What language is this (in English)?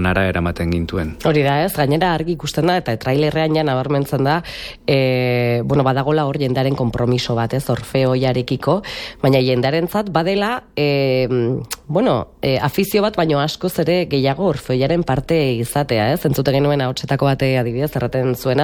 Basque